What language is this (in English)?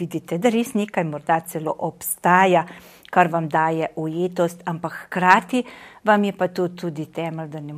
Slovenian